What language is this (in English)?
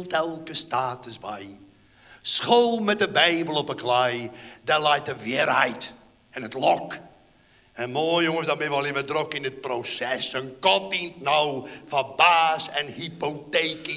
Western Frisian